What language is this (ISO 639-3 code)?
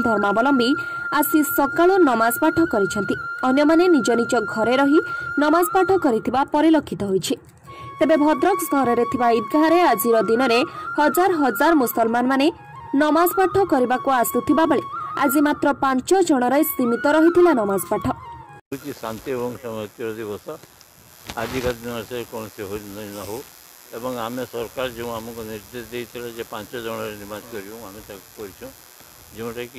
ori